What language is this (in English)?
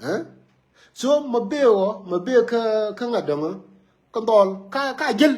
Nuer